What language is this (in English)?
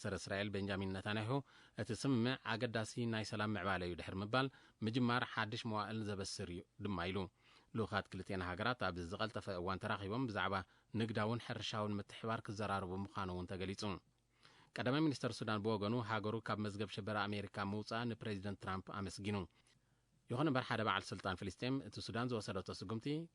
Tigrinya